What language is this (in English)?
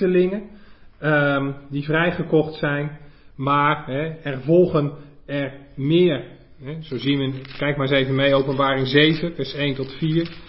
Dutch